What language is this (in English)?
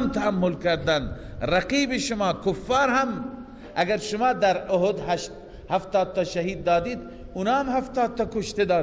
Persian